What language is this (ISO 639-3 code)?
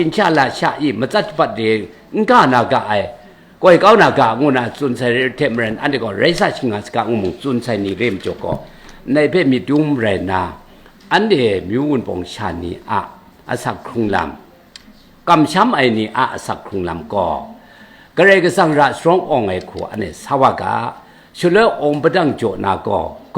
kac